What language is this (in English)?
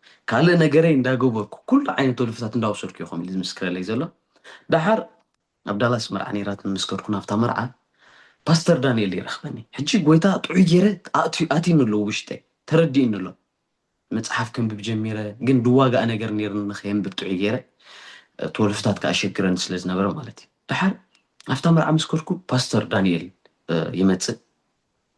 Tigrinya